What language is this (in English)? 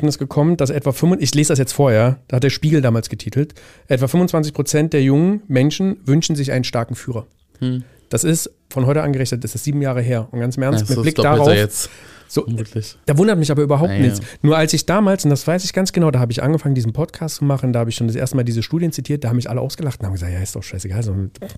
German